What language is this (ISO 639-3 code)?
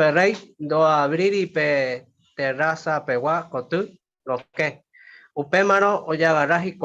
grn